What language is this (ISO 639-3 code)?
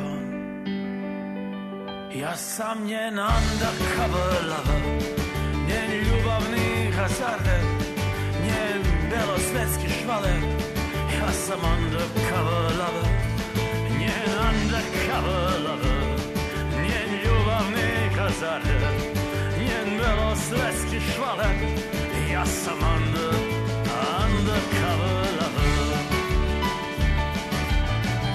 srp